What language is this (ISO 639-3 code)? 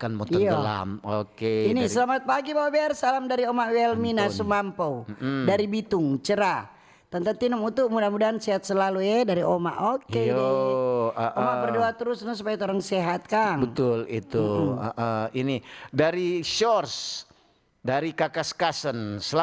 xmm